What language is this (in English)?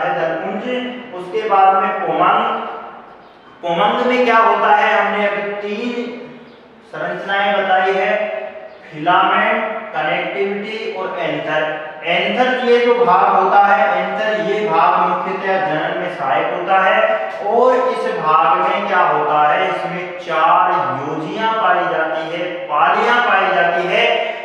Hindi